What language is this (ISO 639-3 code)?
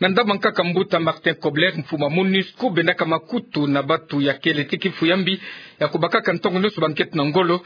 ktu